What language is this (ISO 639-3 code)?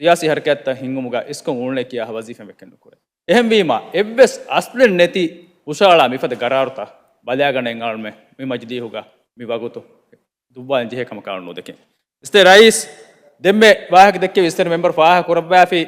div